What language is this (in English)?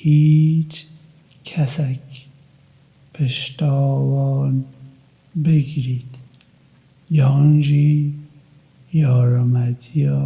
Kurdish